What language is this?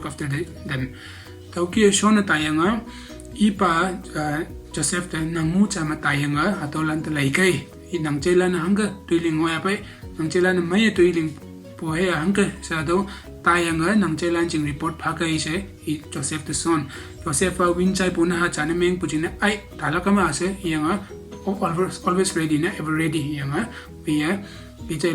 Konyak Naga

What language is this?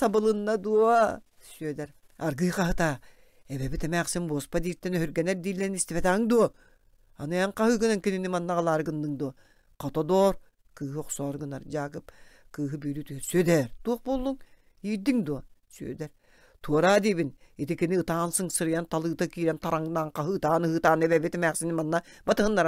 Yakut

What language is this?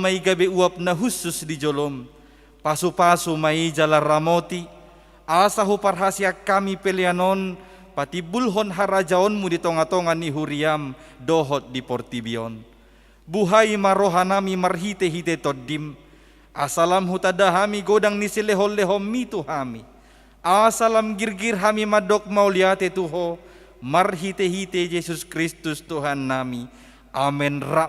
Batak Toba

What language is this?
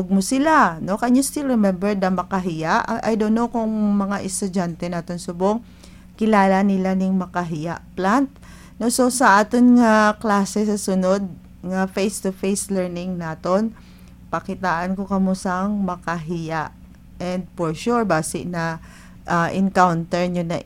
Hiligaynon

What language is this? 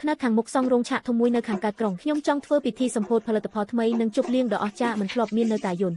Khmer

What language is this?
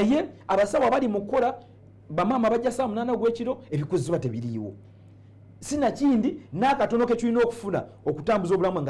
Ganda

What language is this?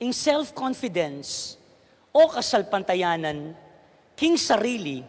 Pampanga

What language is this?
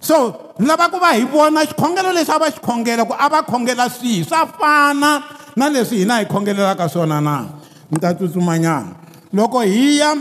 Tsonga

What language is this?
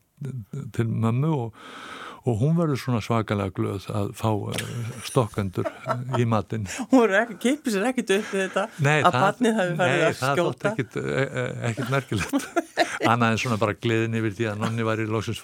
Icelandic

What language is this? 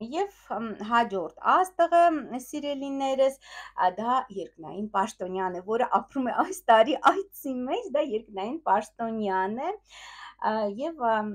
Armenian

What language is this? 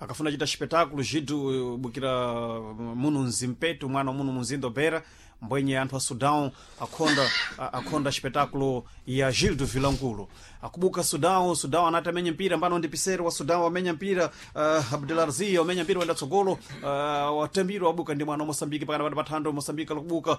Sena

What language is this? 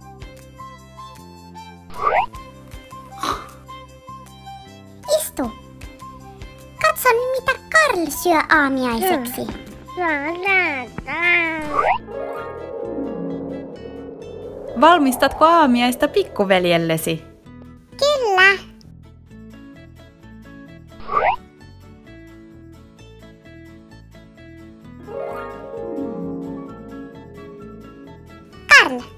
Finnish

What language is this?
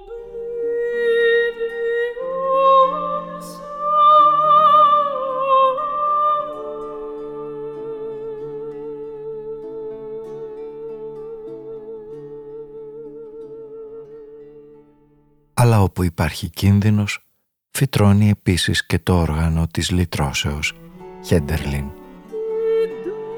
Greek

